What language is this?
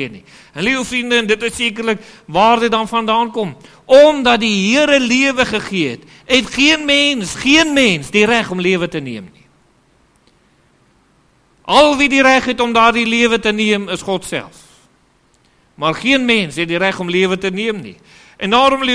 Afrikaans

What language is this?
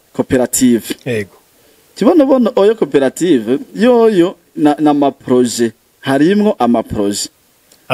Rundi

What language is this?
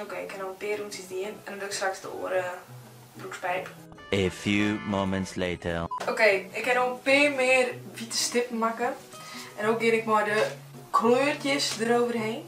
Western Frisian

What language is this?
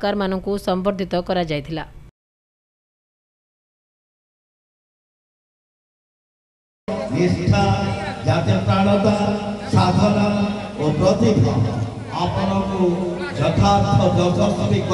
Odia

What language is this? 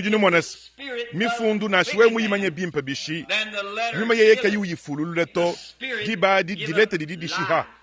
Luba-Lulua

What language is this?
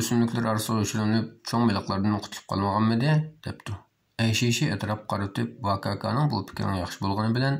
Uyghur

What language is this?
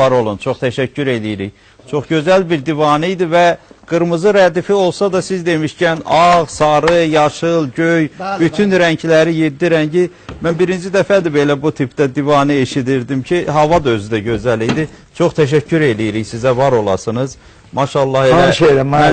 South Azerbaijani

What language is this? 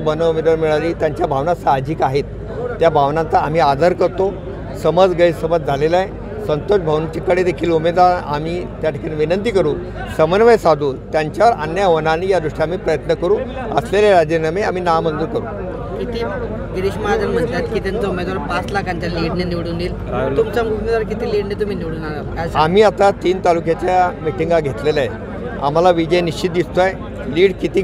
Marathi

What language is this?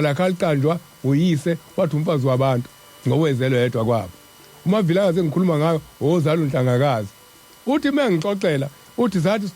Zulu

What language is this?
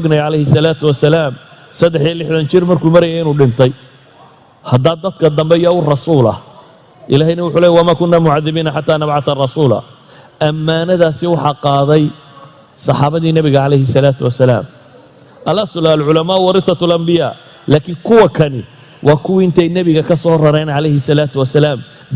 Somali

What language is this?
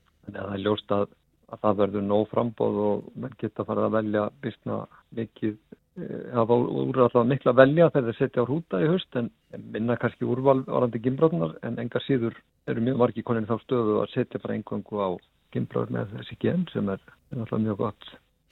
Icelandic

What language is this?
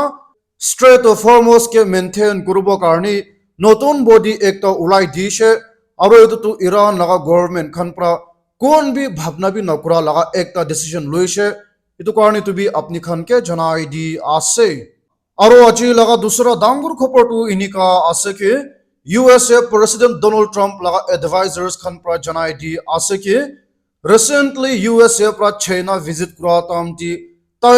Naga Pidgin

